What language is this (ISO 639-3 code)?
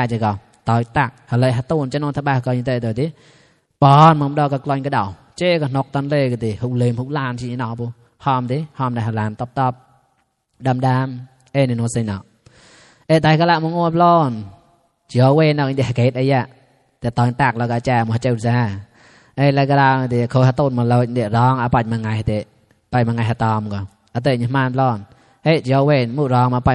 mnw